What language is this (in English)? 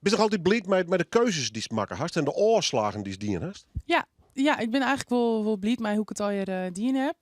Western Frisian